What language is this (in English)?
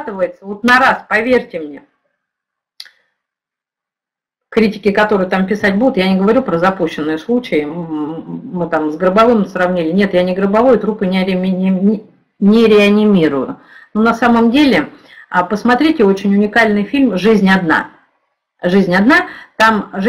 Russian